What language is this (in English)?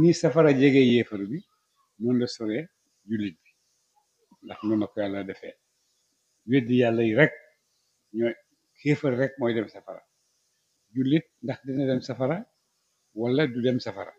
Wolof